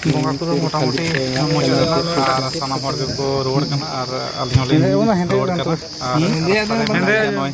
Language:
Santali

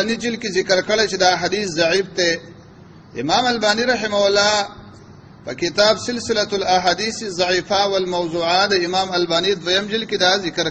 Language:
Pashto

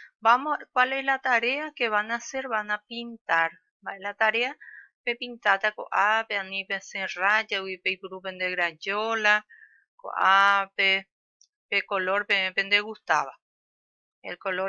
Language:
Guarani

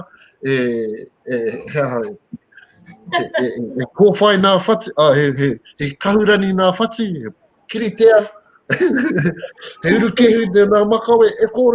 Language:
Māori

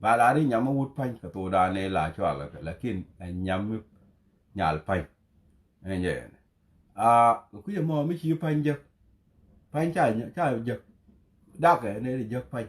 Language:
Nuer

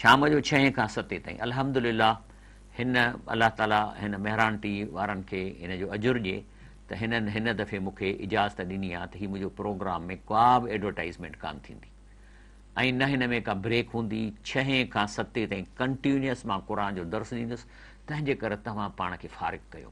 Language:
Sindhi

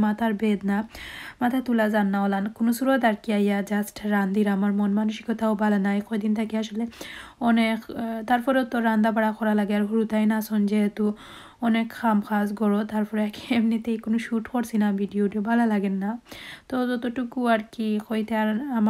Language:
Sylheti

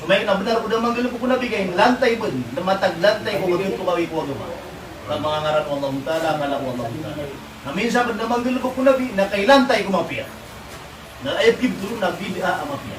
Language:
Maranao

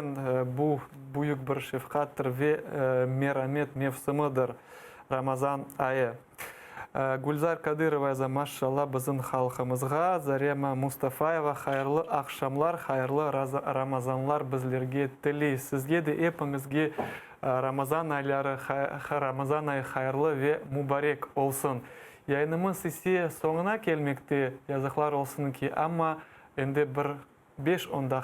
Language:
Crimean Tatar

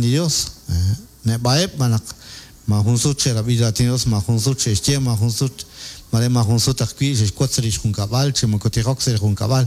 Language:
Kekchí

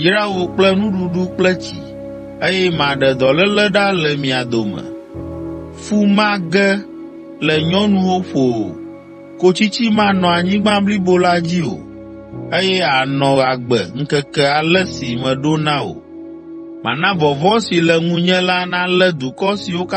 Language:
Ewe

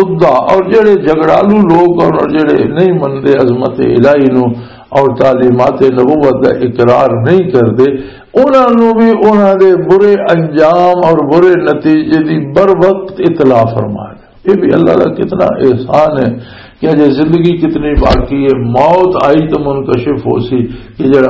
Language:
Western Panjabi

